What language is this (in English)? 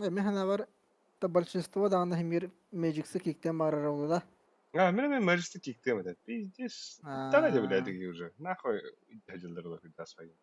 Yakut